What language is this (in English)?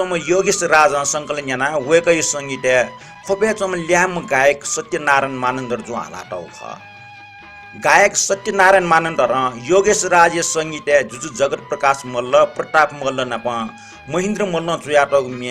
Newari